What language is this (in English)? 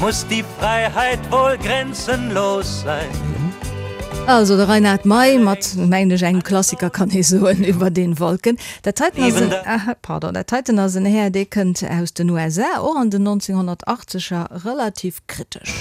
Luxembourgish